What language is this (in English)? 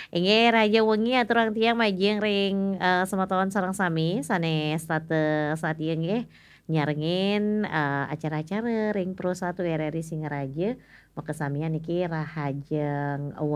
Balinese